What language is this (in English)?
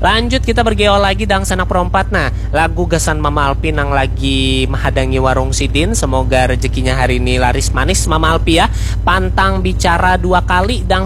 Banjar